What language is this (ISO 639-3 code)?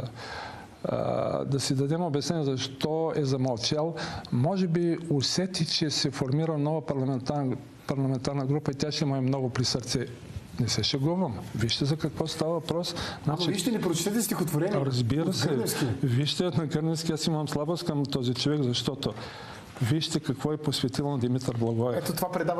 bul